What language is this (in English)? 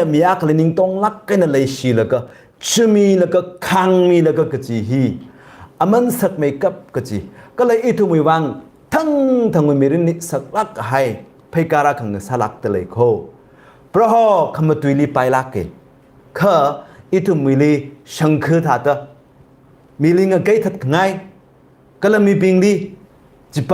Tangkhul Naga (India)